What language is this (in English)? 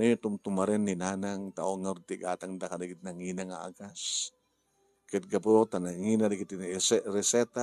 Iloko